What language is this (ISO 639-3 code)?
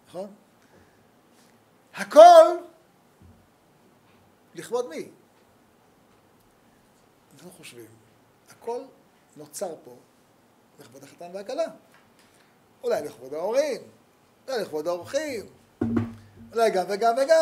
heb